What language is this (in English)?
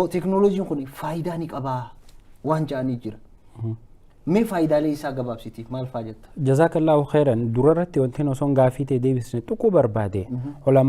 Oromo